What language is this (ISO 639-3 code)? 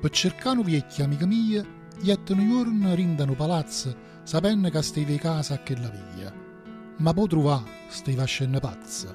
nap